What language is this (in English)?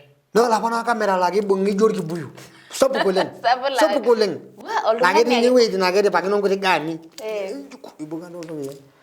Masai